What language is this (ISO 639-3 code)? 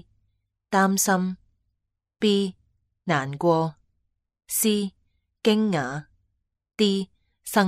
yue